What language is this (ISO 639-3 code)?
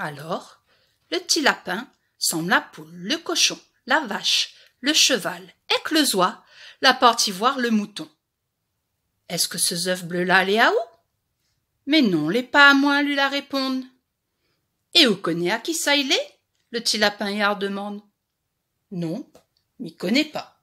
rcf